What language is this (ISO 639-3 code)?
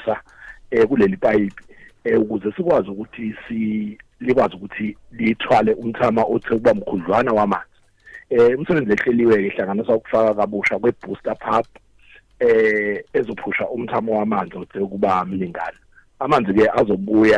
zul